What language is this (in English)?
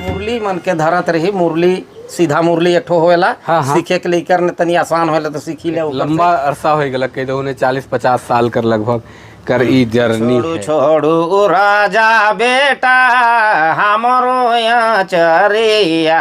Sadri